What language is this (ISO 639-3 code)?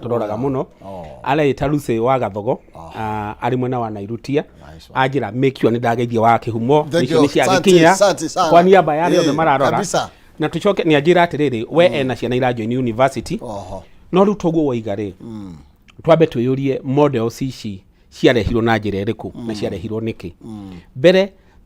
kik